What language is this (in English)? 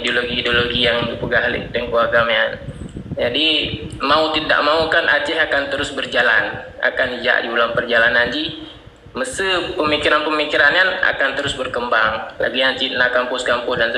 Achinese